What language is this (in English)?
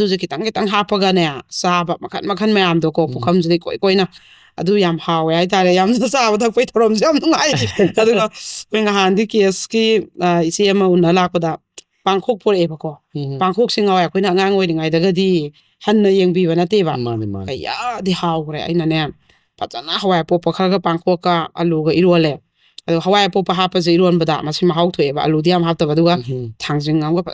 Manipuri